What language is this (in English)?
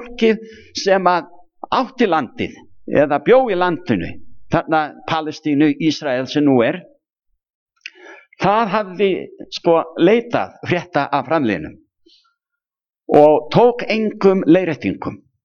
Icelandic